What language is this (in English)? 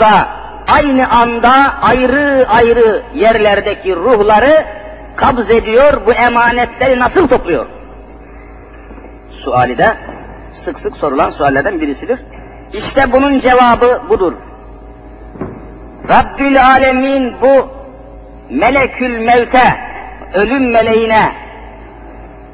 Turkish